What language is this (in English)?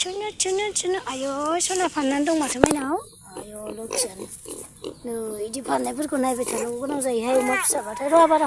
Bodo